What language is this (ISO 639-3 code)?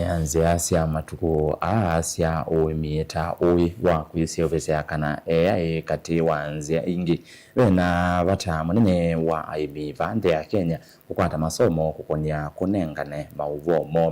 kam